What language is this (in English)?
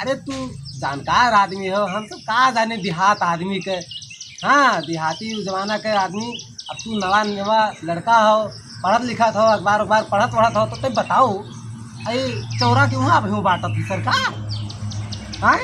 Awadhi